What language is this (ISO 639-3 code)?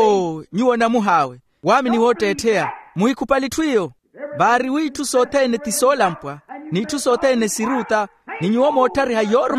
vmw